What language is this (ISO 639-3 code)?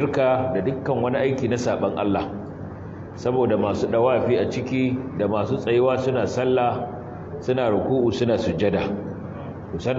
hau